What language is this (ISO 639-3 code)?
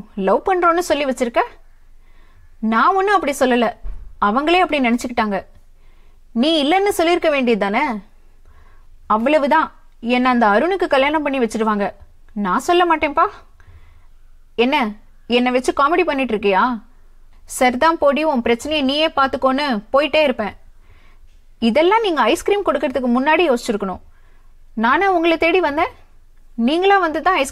tam